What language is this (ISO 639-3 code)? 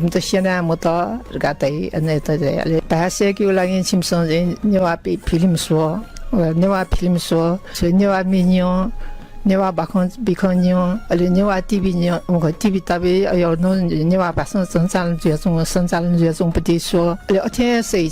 new